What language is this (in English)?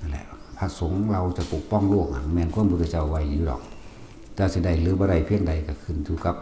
Northeastern Thai